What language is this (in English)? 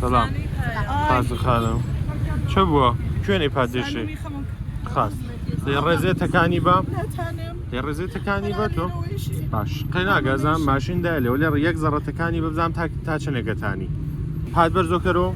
Gurani